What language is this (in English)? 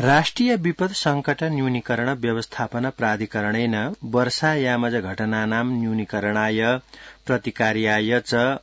Sanskrit